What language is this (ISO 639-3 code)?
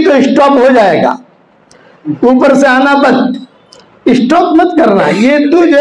urd